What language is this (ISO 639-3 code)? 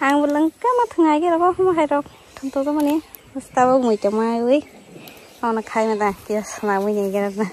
trp